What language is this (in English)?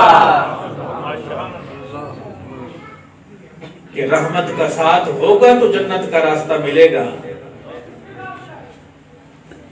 Urdu